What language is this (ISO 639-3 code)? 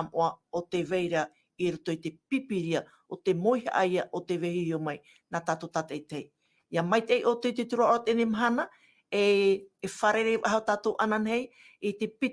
tah